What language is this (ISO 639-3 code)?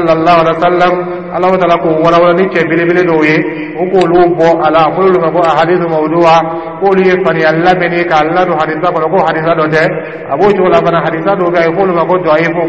dyu